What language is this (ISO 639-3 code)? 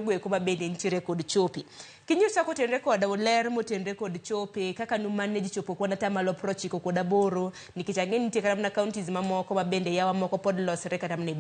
luo